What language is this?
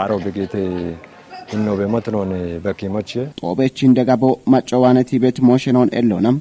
Kafa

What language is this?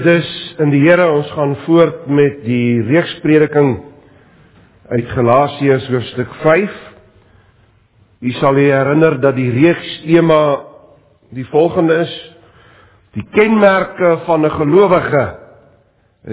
Afrikaans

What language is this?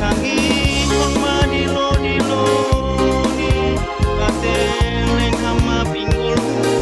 Batak Simalungun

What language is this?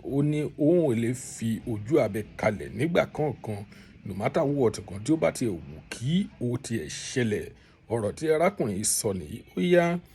Yoruba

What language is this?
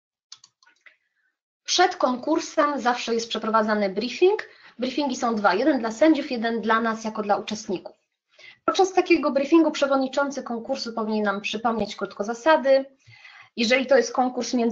Polish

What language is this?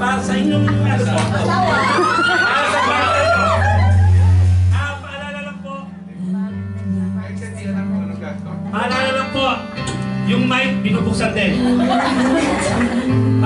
Filipino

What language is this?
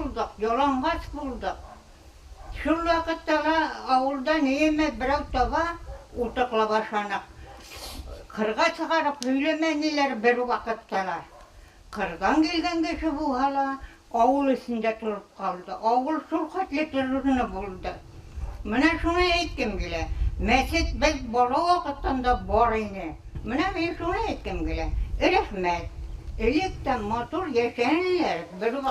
Bashkir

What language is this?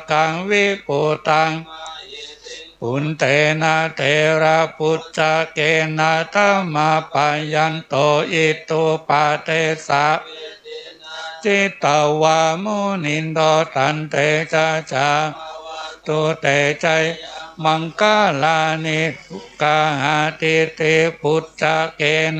Pali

